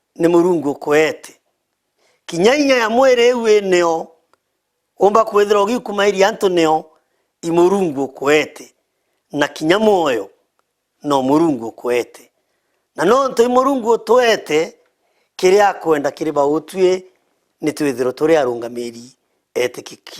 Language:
Meru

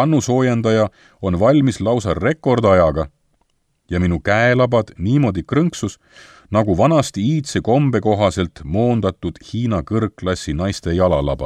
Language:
Estonian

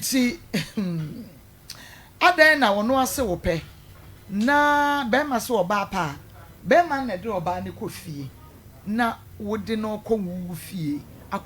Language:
Akan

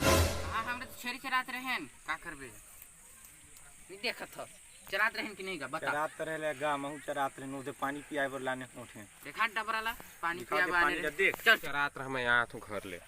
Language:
Chhattisgarhi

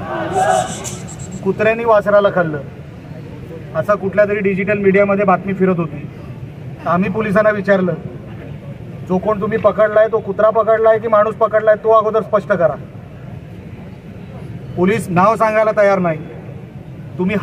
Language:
Marathi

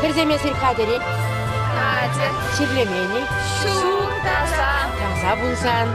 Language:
Chuvash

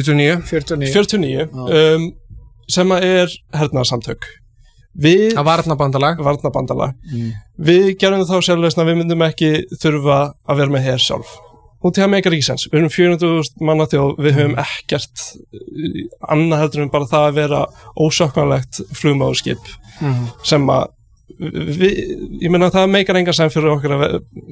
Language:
Icelandic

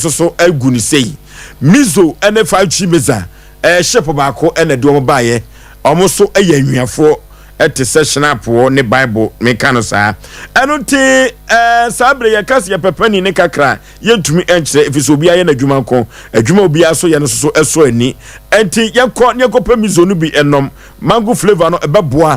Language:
Akan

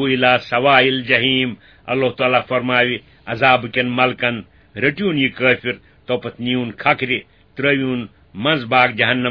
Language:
Kashmiri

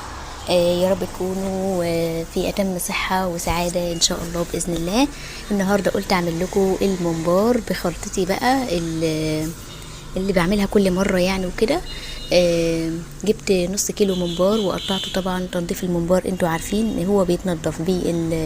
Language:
Egyptian Arabic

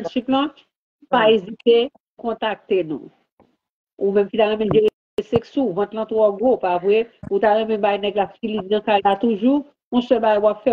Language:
Haitian Creole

